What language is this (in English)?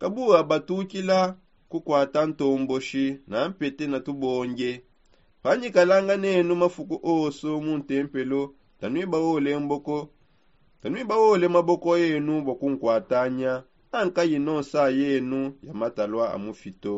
Songe